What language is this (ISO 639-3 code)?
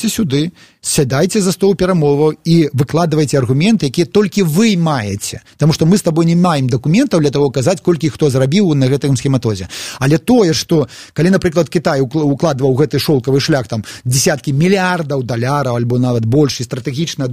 bel